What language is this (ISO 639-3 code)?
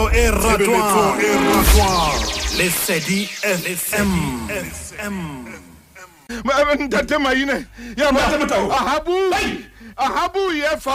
sot